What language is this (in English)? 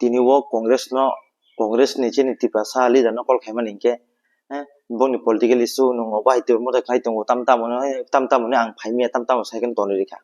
Kok Borok